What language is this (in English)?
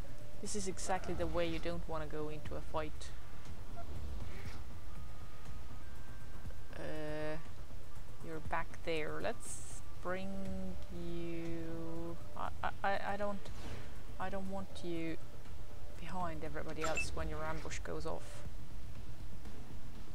English